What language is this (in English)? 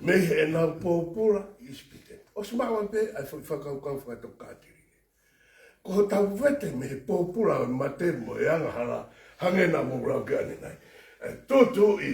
Tongan